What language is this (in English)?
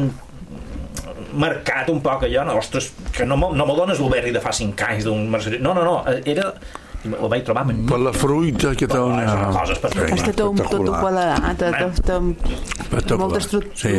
Catalan